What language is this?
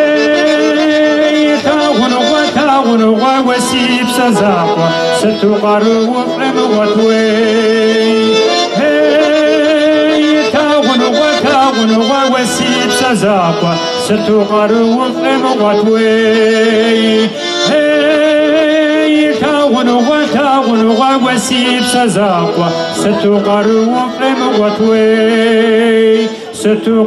Kabardian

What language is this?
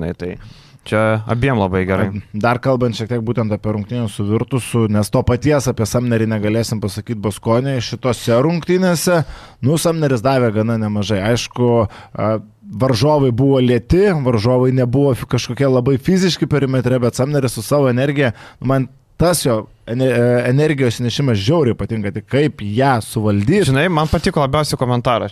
Lithuanian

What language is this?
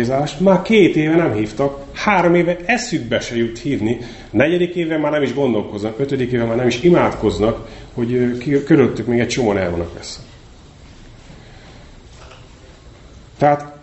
Hungarian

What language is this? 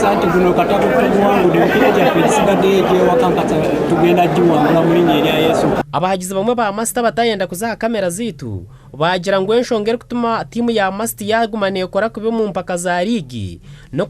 Nyankole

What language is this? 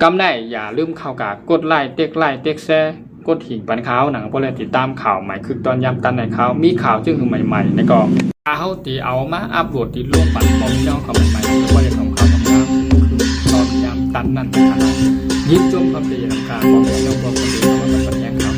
Shan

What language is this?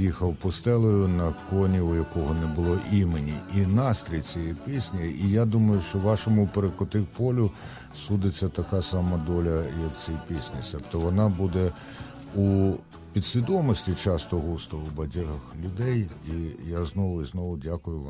Ukrainian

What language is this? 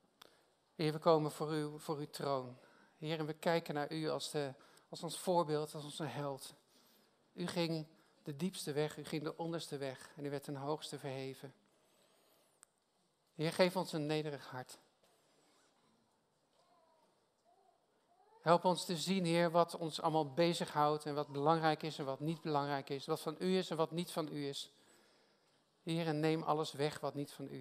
Dutch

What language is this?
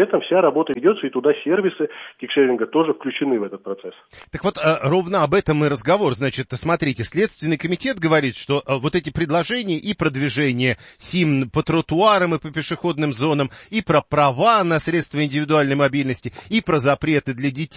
Russian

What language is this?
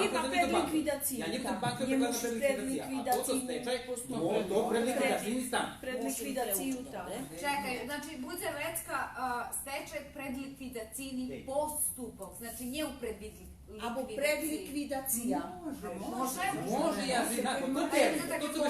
Rusyn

